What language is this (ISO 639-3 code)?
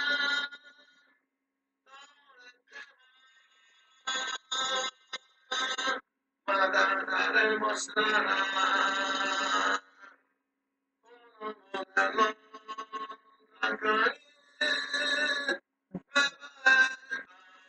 jpn